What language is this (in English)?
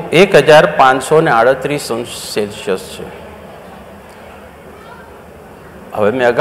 Gujarati